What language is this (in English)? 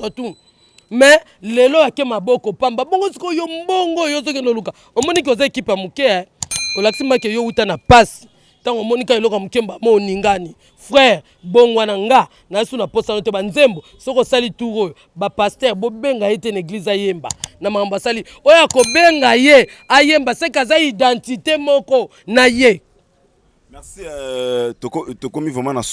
Lingala